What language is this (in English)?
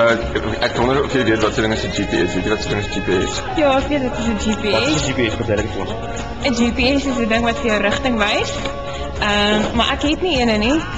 Afrikaans